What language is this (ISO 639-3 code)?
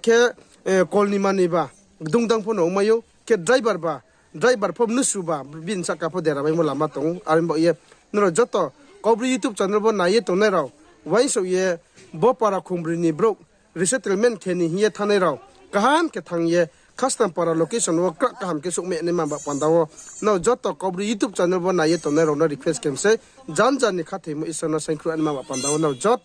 ria